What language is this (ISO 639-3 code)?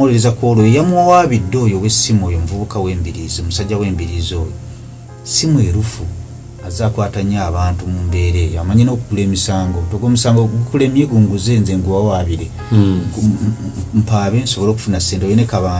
lug